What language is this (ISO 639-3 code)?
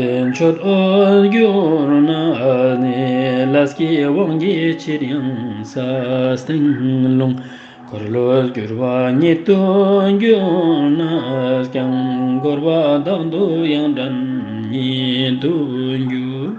lbj